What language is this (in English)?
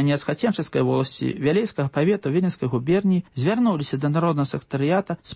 Belarusian